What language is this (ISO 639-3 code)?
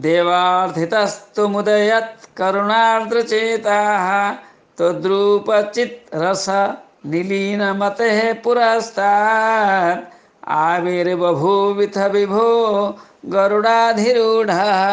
san